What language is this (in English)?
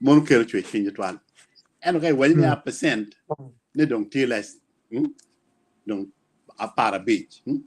Acoli